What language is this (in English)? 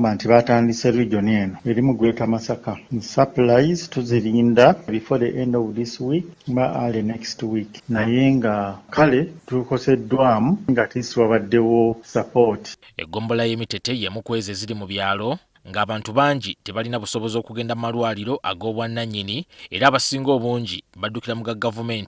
Ganda